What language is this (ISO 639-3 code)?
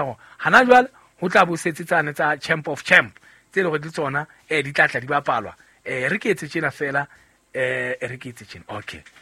sot